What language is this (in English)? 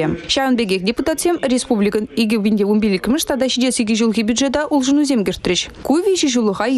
Chuvash